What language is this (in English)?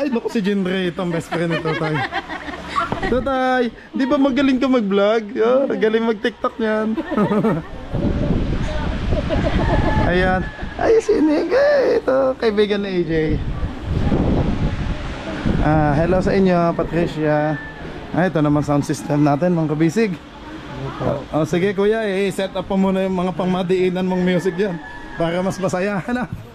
Filipino